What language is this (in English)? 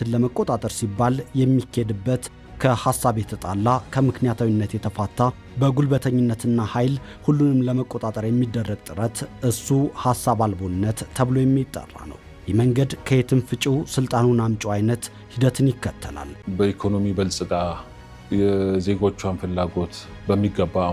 Amharic